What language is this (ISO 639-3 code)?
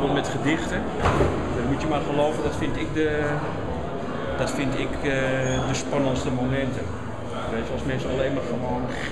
nld